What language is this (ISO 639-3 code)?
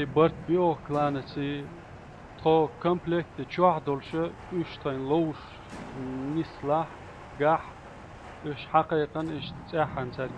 che